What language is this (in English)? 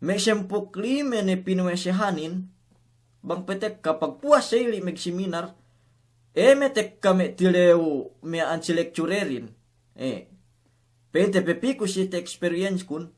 Yakan